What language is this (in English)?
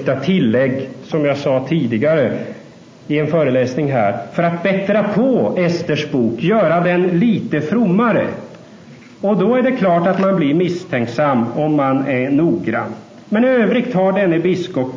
Swedish